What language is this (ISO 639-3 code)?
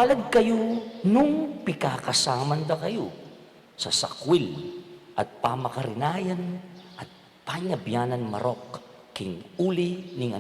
pam